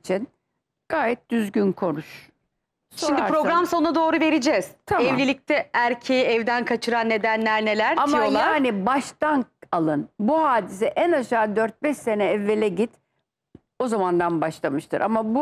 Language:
Turkish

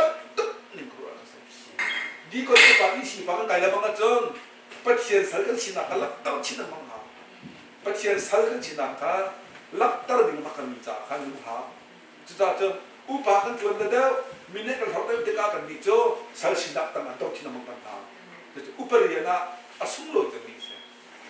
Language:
Hakha Chin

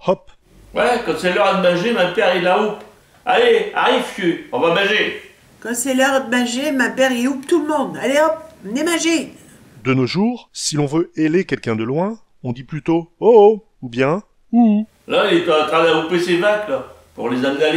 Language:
Picard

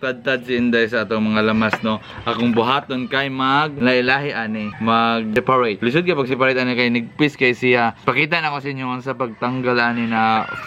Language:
Cebuano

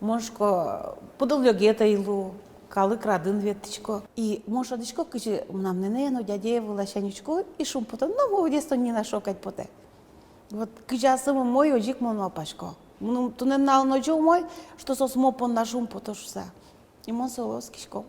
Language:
Udmurt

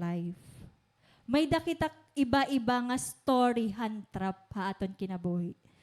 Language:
Waray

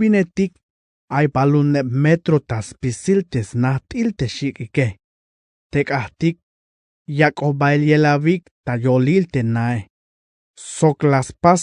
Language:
Tzeltal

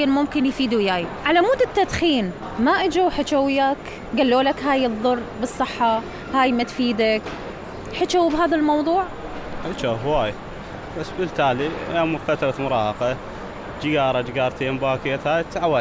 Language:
Mesopotamian Arabic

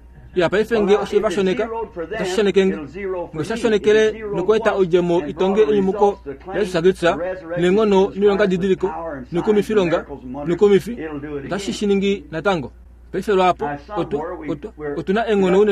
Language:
Kuanyama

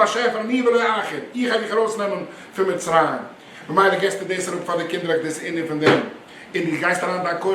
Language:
Yiddish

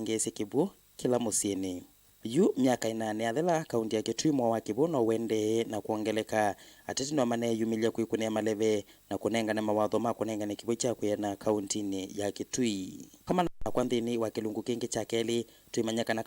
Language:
Kamba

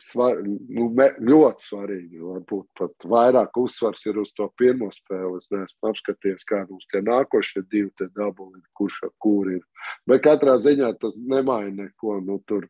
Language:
Latvian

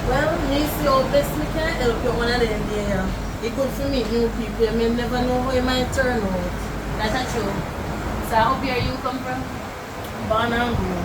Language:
Jamaican Creole English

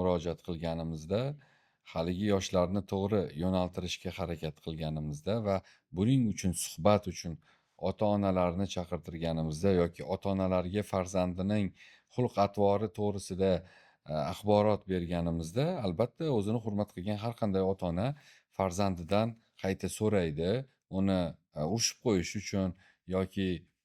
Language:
Uzbek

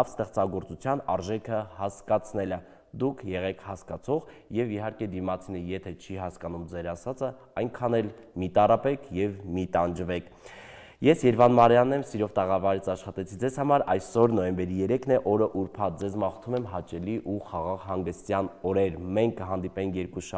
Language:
Armenian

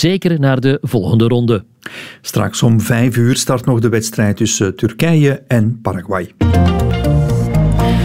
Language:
Dutch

